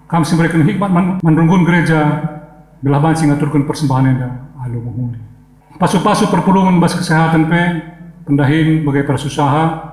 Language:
Batak Karo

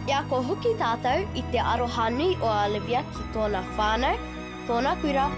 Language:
Māori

